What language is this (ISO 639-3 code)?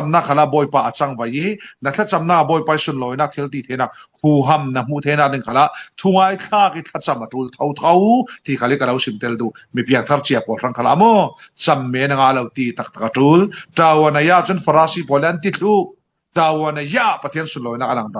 cfm